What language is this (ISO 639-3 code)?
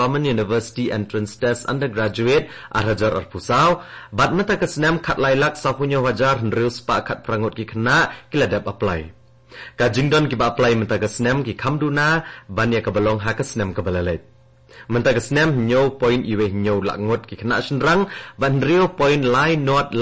kha